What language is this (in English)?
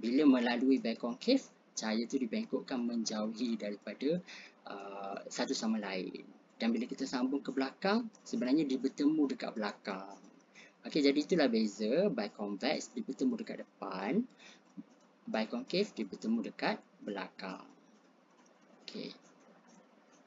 Malay